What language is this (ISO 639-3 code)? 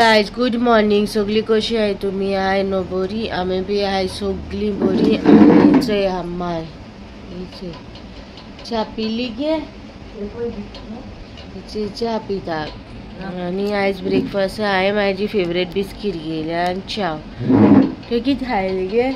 kok